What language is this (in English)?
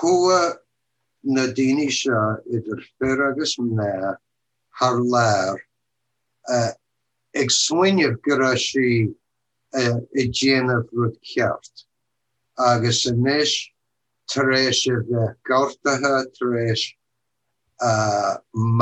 Irish